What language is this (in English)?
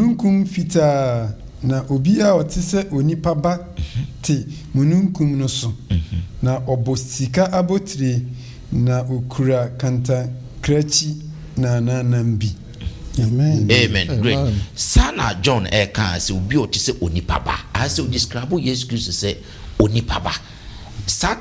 Akan